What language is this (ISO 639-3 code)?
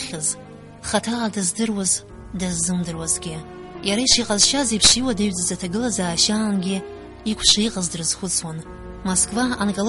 abk